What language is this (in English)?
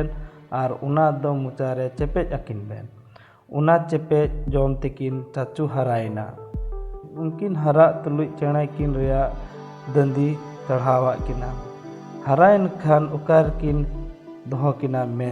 Santali